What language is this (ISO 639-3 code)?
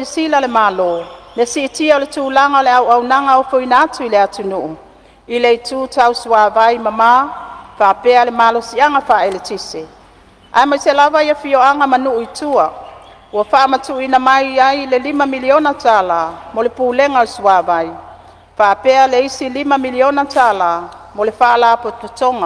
smo